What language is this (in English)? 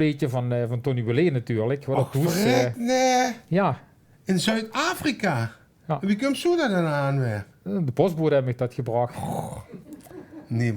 Limburgish